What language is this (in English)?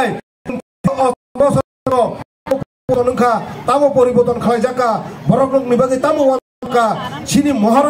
Kok Borok